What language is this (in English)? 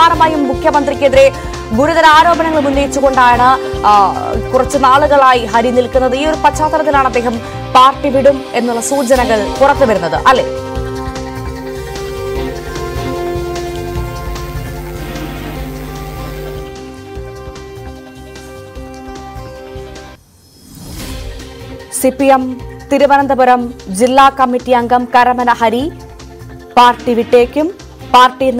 Malayalam